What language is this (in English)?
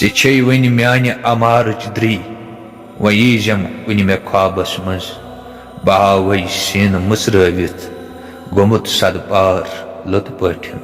Kashmiri